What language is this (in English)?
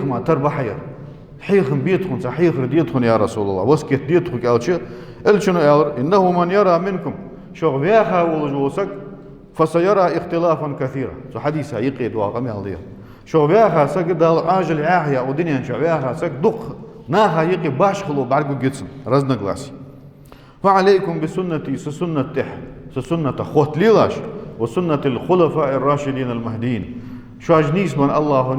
Ingush